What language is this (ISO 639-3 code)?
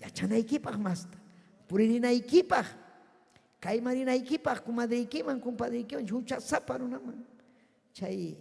quy